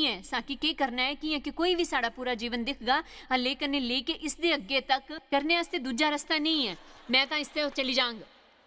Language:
Dogri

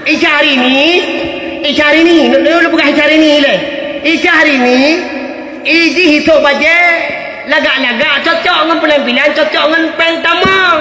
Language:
Achinese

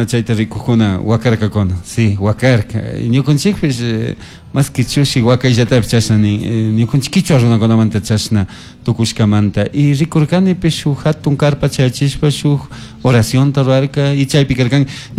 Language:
Chimborazo Highland Quichua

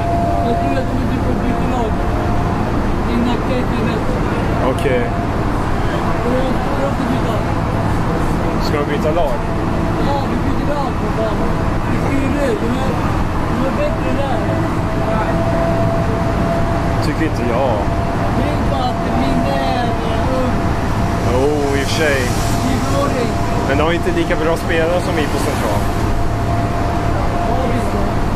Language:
Swedish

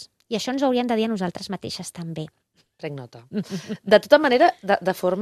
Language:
Catalan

